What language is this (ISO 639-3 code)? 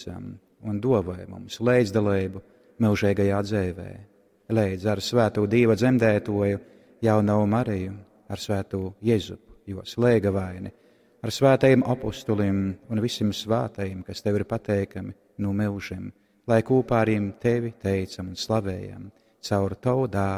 ltg